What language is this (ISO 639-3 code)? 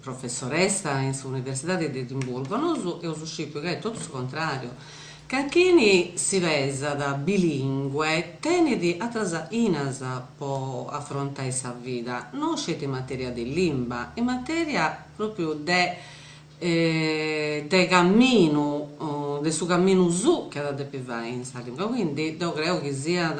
srd